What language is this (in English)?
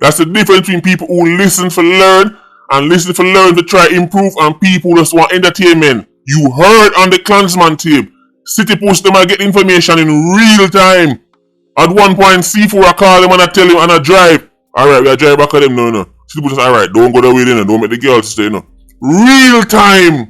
Jamaican Creole English